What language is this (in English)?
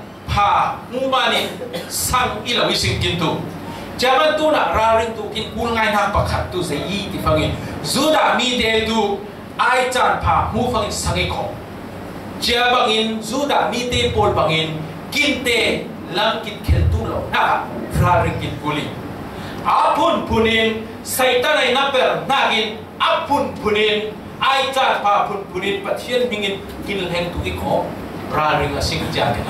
Falam Chin